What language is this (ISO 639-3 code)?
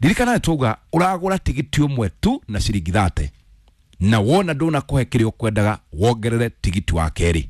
kik